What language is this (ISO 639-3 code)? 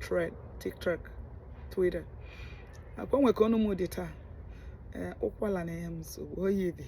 ibo